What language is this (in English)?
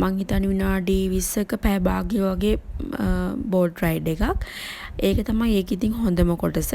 Sinhala